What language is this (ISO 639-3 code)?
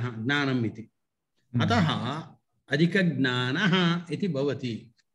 san